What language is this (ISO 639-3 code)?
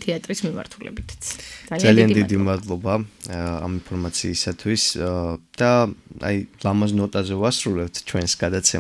kat